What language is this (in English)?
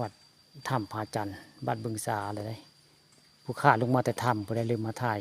Northeastern Thai